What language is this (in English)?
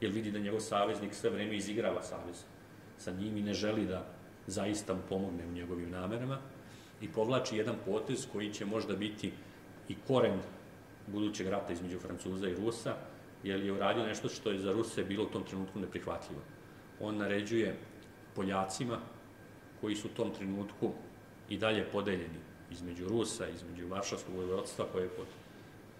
Serbian